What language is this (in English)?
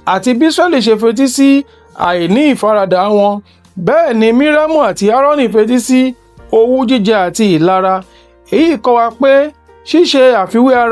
Yoruba